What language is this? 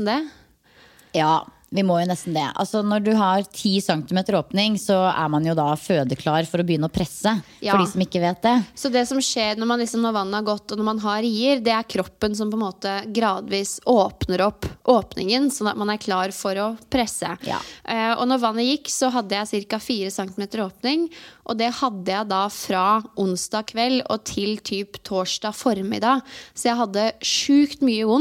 Norwegian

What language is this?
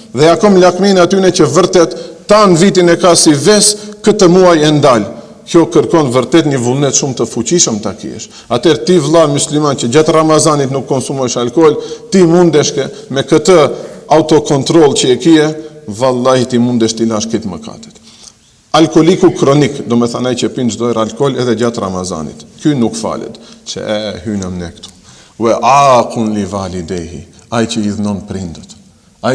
Albanian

